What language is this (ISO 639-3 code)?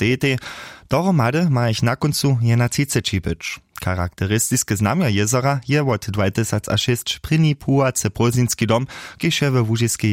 hsb